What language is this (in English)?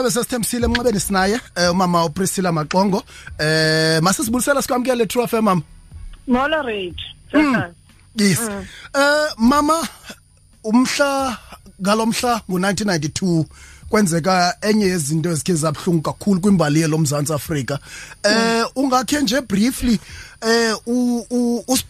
Xhosa